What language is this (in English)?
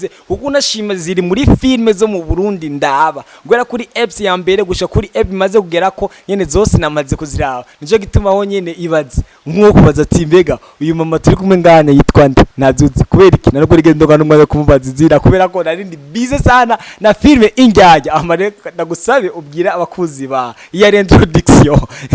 Rundi